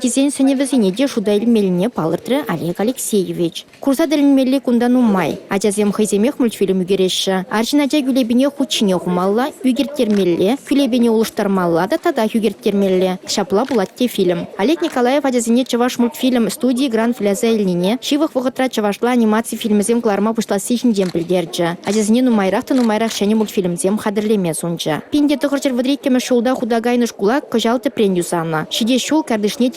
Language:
Chuvash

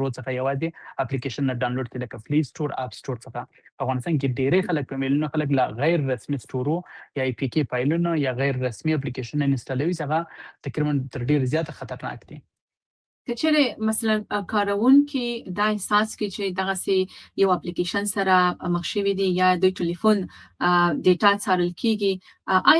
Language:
Pashto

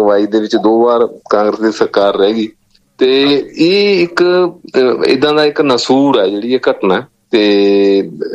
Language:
Punjabi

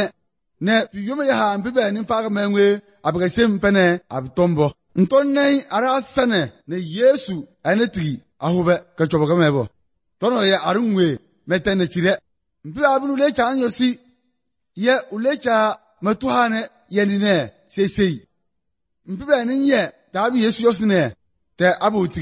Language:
Serbian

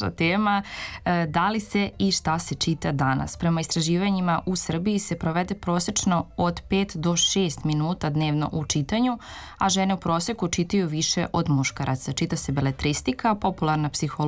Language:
Serbian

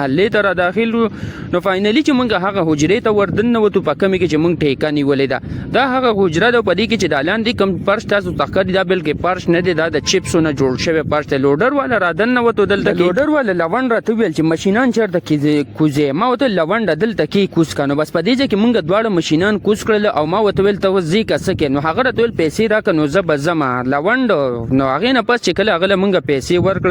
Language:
Pashto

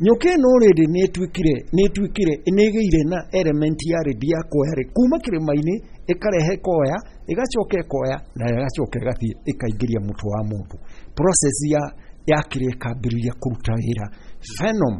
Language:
Kikuyu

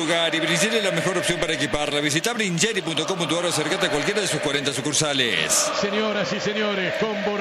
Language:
Spanish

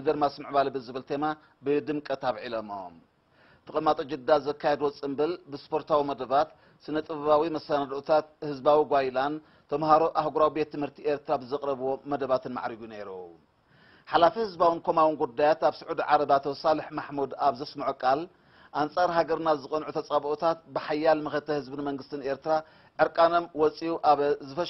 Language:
Tigrinya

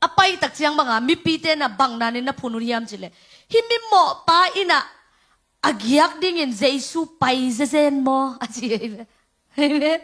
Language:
Tedim Chin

